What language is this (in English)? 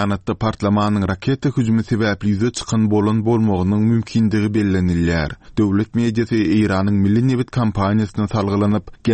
Turkmen